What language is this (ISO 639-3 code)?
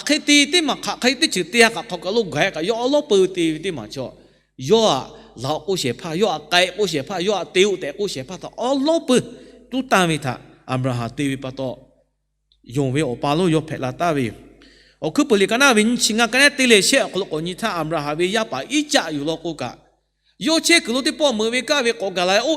lhu